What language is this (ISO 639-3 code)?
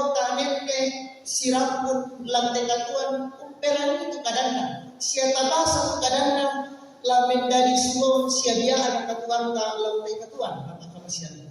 sda